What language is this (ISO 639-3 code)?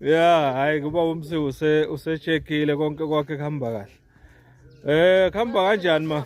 zul